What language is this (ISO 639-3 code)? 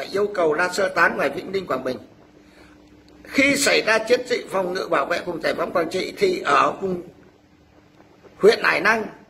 vie